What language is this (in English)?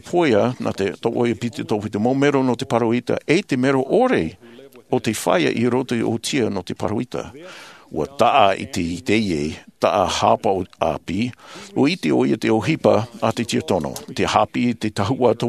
Tahitian